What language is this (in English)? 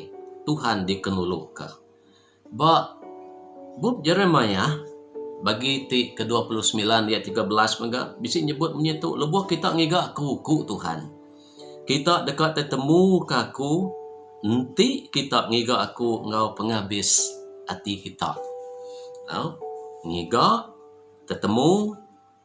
Iban